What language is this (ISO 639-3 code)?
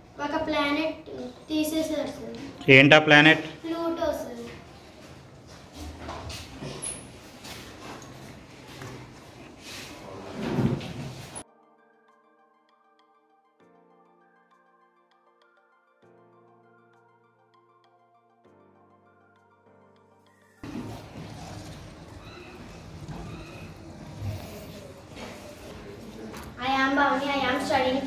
tel